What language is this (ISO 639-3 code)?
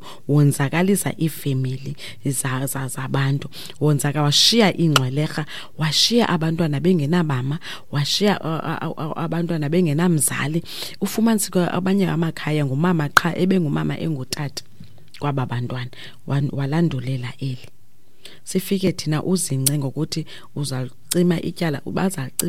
xho